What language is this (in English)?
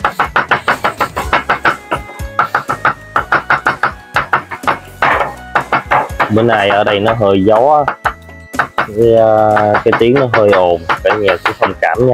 Vietnamese